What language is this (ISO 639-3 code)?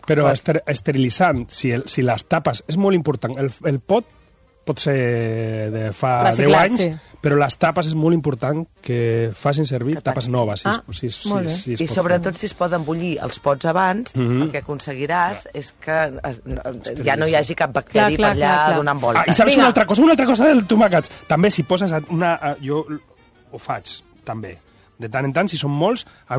cat